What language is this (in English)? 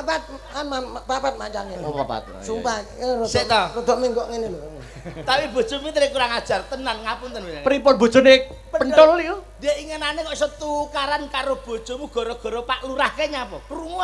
Javanese